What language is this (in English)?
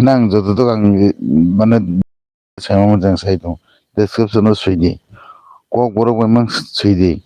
Kok Borok